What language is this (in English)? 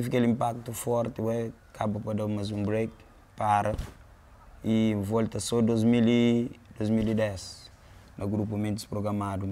Kabuverdianu